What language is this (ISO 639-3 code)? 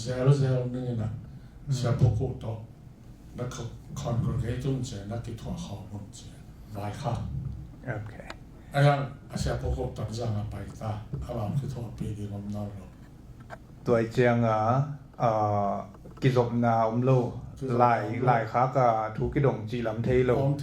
ctd